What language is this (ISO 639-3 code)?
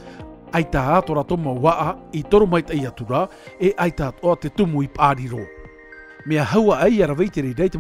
tah